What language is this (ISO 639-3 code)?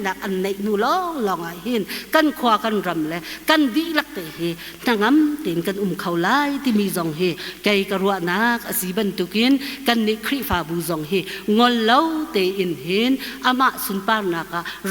cnh